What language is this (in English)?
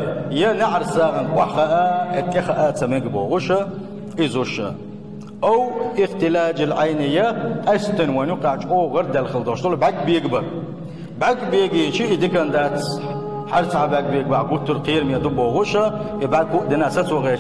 Chechen